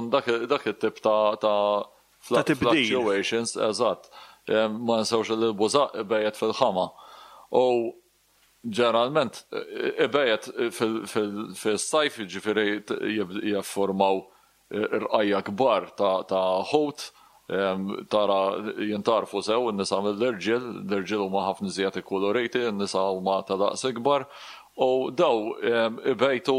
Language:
Maltese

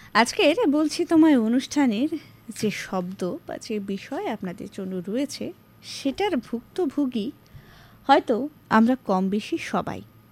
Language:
Bangla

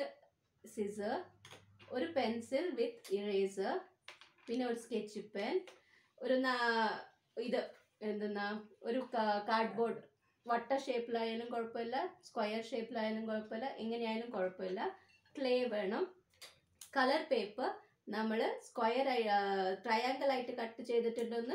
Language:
Malayalam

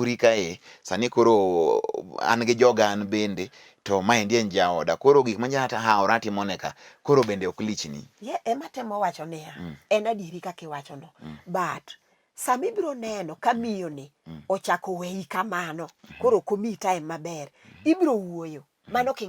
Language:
Luo (Kenya and Tanzania)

